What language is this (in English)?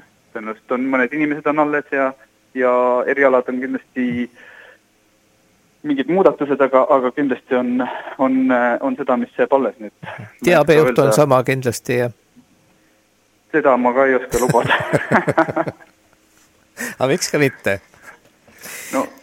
Estonian